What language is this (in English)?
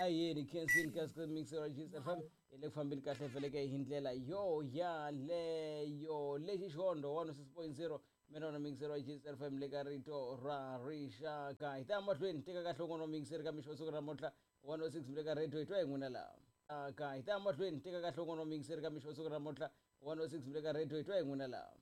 Tsonga